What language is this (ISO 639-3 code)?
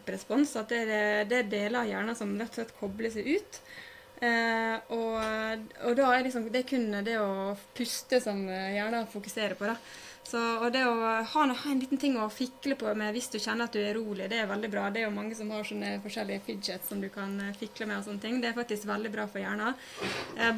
nor